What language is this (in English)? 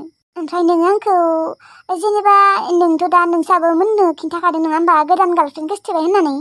Bodo